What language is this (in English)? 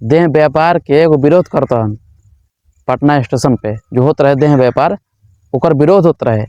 Bhojpuri